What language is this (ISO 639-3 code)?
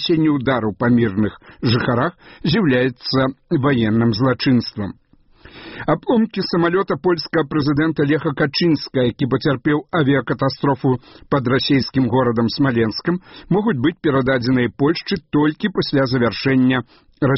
bel